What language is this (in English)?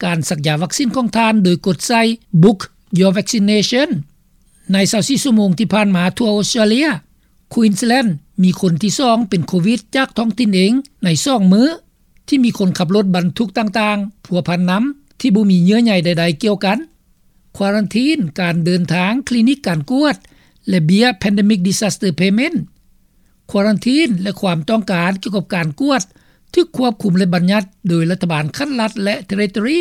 Lao